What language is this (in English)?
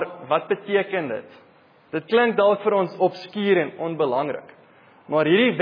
Afrikaans